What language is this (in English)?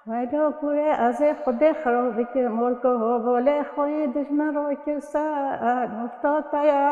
Kurdish